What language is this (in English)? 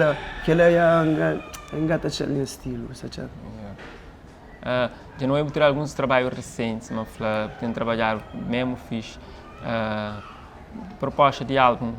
Kabuverdianu